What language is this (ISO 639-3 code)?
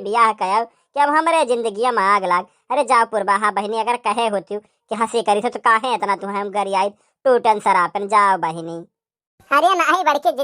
awa